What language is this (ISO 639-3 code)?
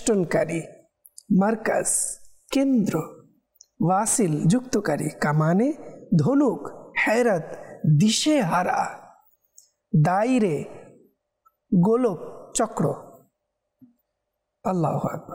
ben